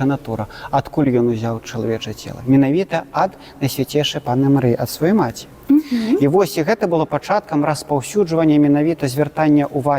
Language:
Belarusian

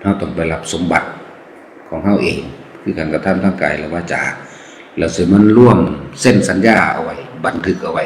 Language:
Lao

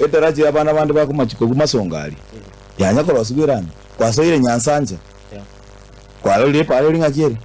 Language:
Gusii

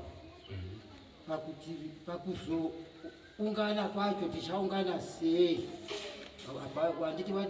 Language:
Shona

